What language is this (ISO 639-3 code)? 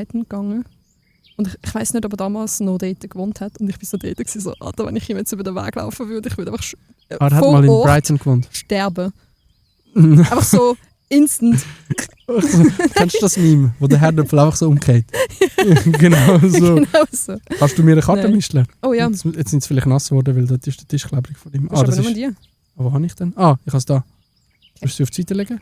gsw